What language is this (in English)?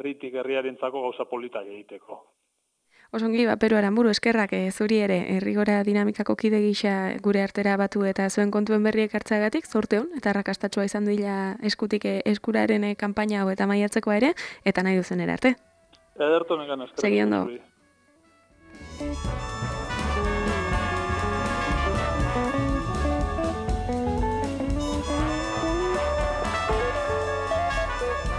Basque